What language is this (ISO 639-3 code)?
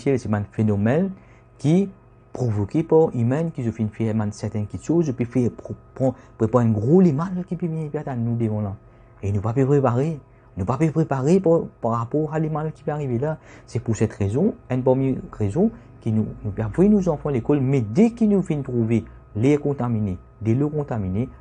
mfe